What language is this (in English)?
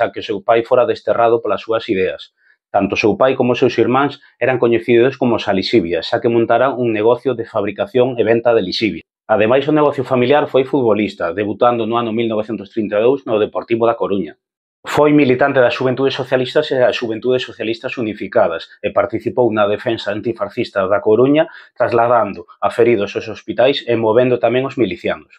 Galician